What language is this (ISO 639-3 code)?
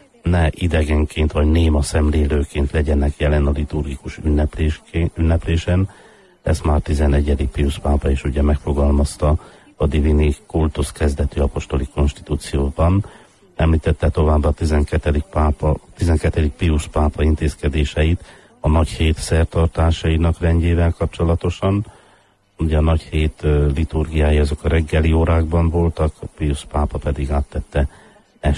hun